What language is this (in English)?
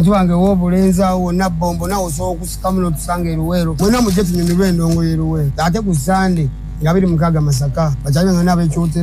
Ganda